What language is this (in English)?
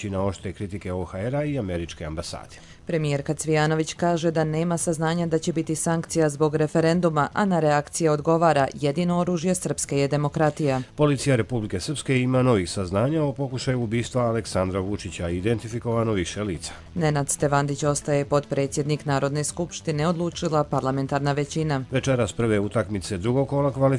Croatian